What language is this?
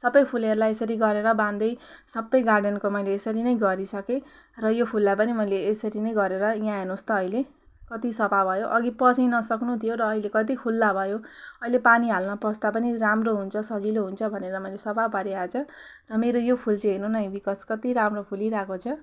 Nepali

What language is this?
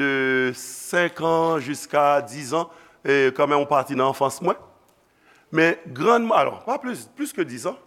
Haitian Creole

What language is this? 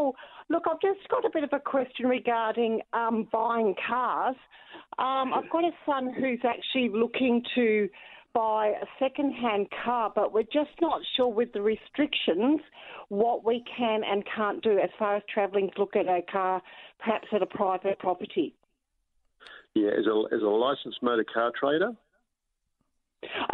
English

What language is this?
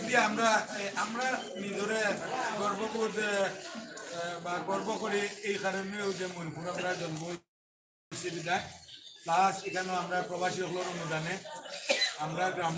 Sylheti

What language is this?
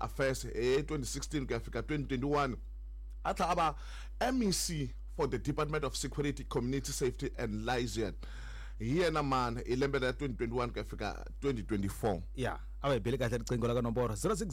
Tsonga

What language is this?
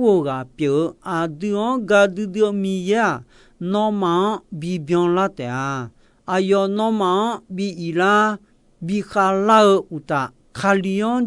Akha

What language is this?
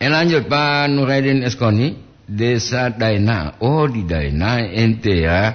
Gorontalo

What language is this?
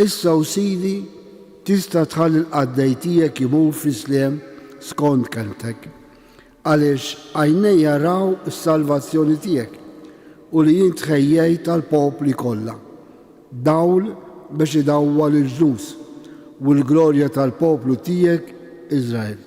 Maltese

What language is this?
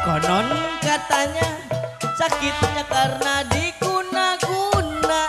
Betawi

